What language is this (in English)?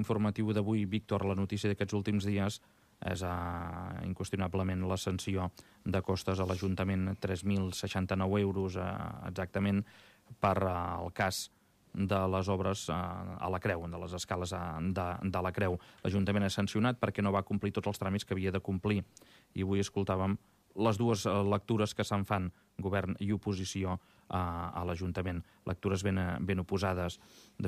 Catalan